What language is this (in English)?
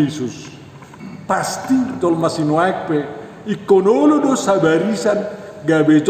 Batak Toba